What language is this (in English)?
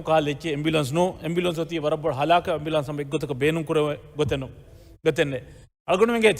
Divehi